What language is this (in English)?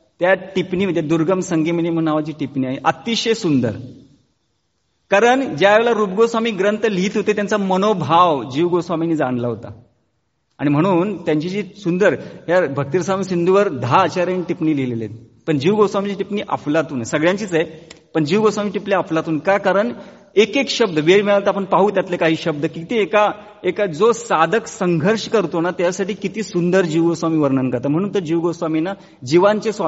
Marathi